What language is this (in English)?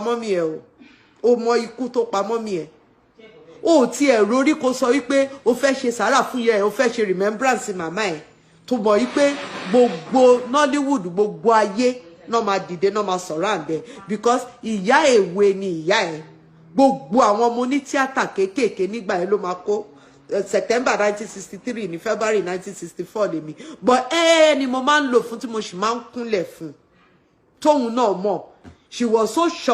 Yoruba